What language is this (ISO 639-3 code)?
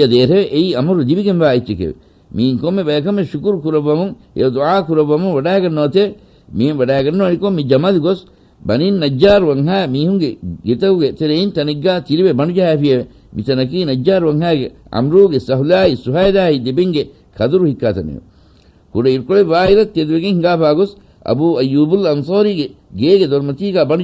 div